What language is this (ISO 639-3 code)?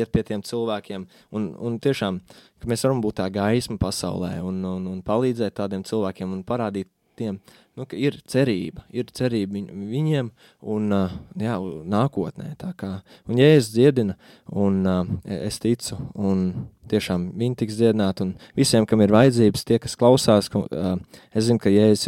lav